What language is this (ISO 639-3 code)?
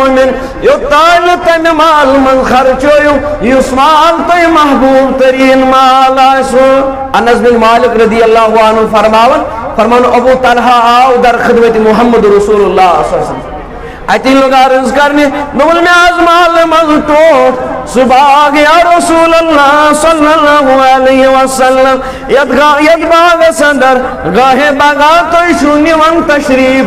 kas